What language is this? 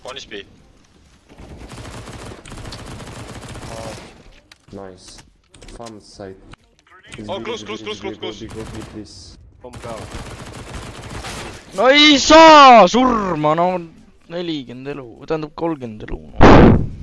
Estonian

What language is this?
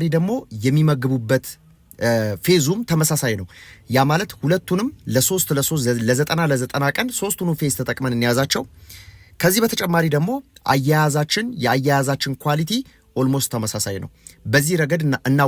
Amharic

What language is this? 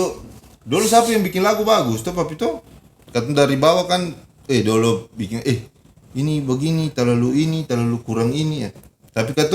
Ambonese Malay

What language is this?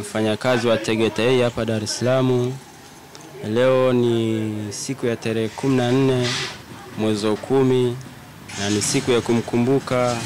Swahili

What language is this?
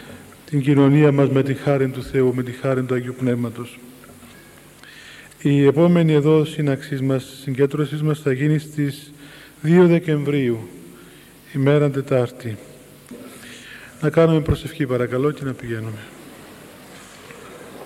Greek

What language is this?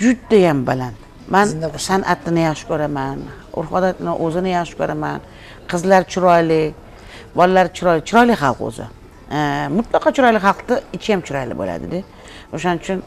Tajik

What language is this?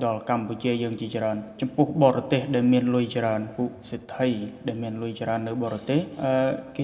Khmer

